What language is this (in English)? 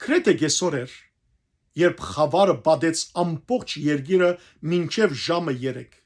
Western Armenian